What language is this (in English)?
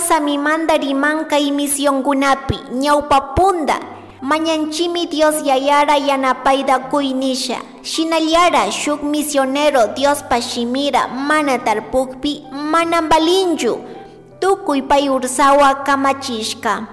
Chimborazo Highland Quichua